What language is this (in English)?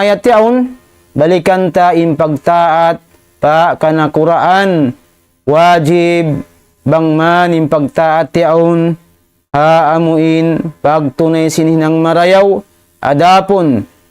Tausug